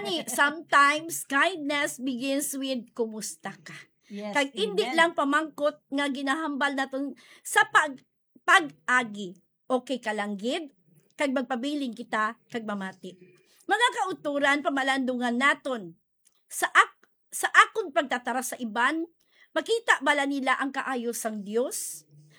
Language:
Hiligaynon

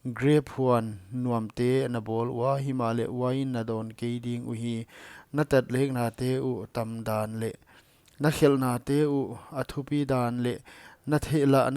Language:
Paite Chin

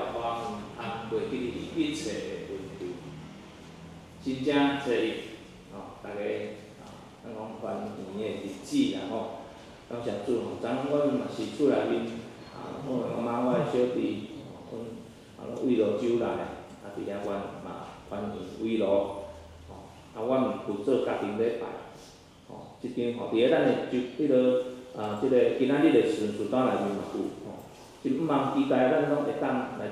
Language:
Min Nan Chinese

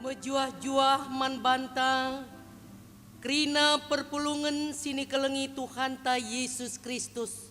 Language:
Batak Karo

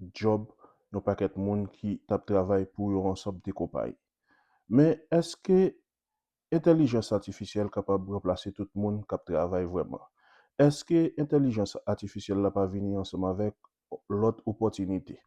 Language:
Haitian Creole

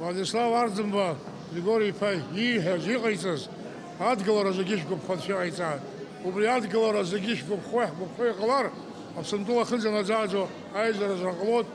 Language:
Abkhazian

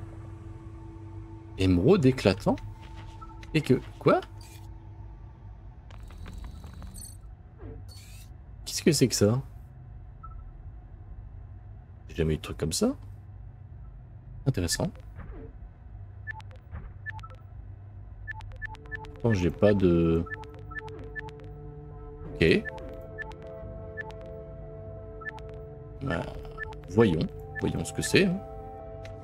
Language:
French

